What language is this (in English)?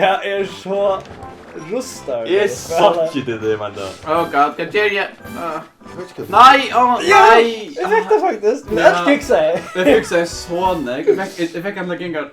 Faroese